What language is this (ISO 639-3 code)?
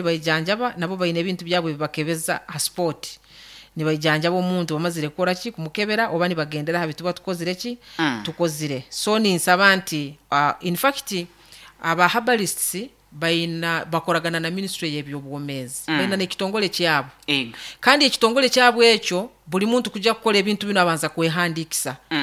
nyn